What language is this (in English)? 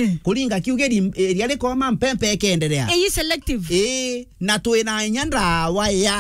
Meru